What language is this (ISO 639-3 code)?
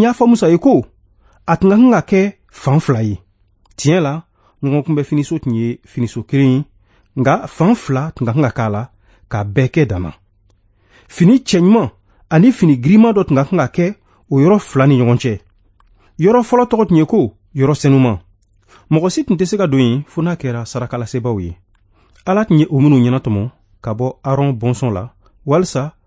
bam